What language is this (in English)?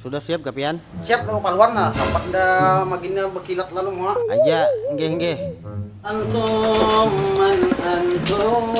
Banjar